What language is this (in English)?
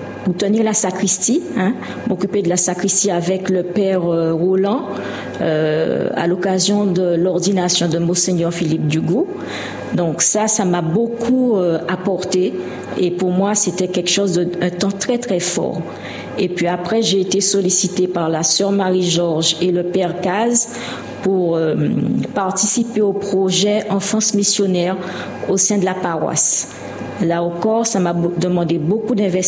French